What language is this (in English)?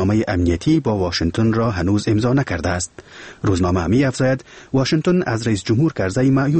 Persian